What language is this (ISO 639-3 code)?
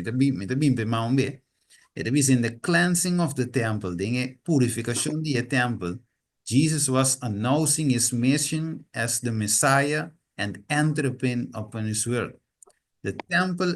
pap